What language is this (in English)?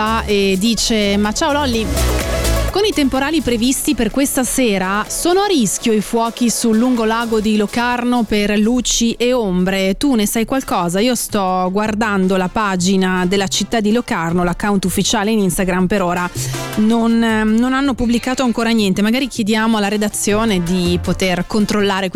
Italian